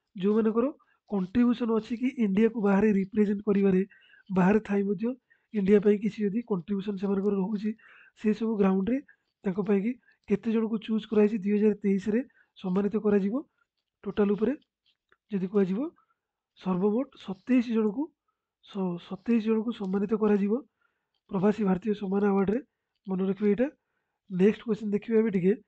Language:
Odia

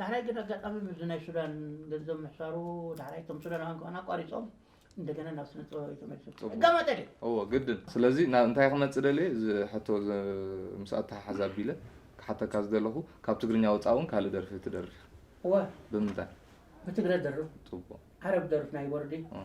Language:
Tigrinya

